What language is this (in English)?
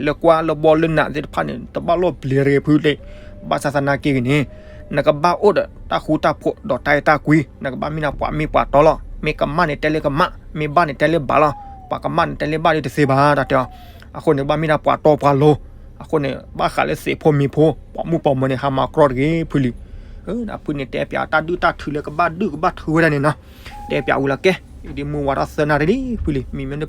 S'gaw Karen